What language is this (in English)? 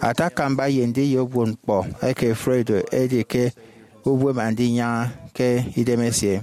Efik